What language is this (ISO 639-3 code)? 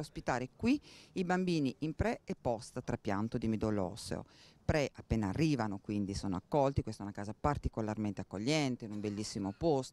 ita